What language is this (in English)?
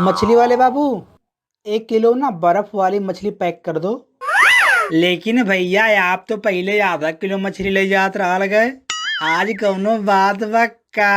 Bhojpuri